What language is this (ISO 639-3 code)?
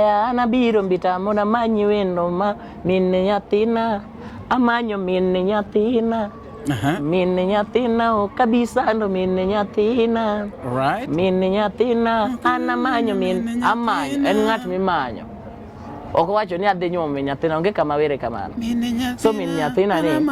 luo